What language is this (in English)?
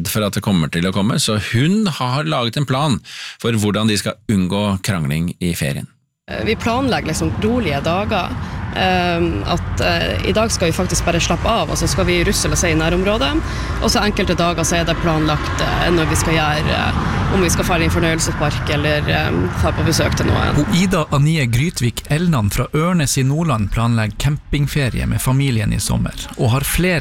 Norwegian